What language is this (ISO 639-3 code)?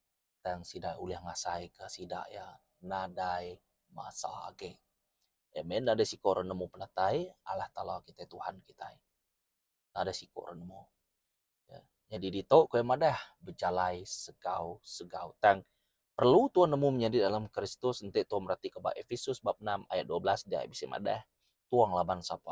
iba